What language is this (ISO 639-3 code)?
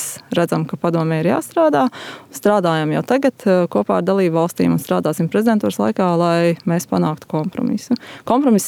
lav